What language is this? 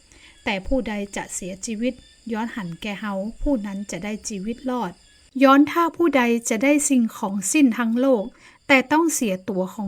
Northern Thai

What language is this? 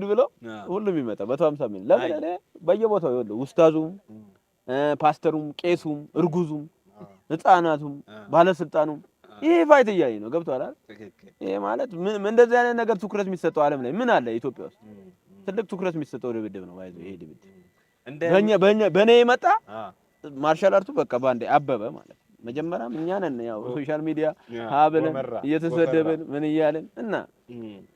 Amharic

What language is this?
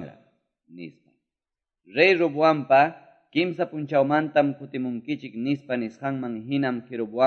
Quechua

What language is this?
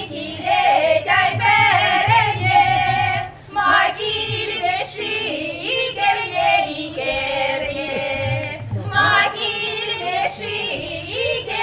Chuvash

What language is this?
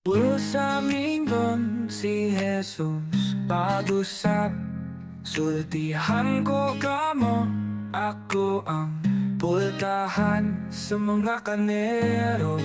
Cebuano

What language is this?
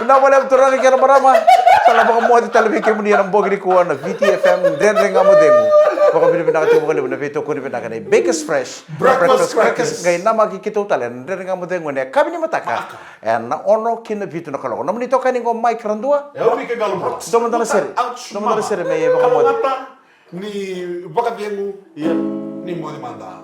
Fijian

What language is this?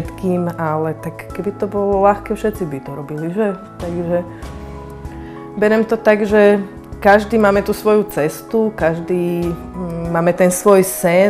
Slovak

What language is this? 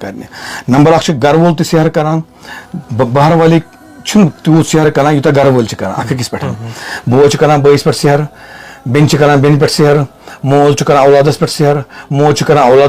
Kashmiri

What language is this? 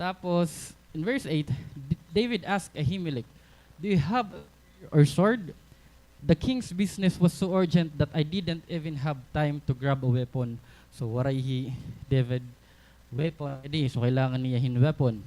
Waray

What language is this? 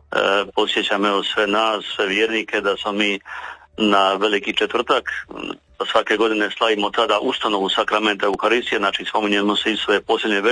Croatian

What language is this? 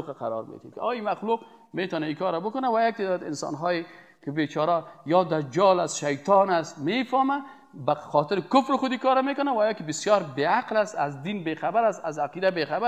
Persian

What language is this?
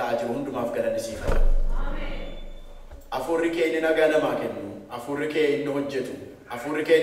Oromo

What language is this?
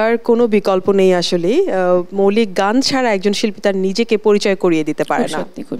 Bangla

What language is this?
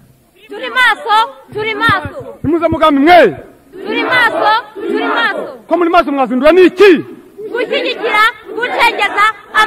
Kinyarwanda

